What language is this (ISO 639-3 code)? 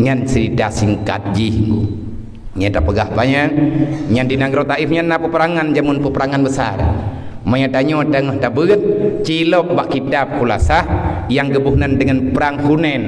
ace